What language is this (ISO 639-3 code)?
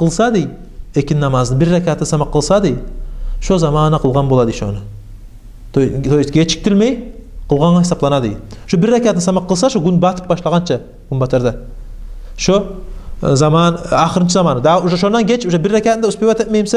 kum